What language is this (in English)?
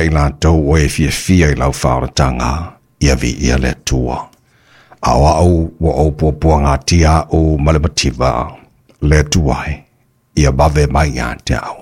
Samoan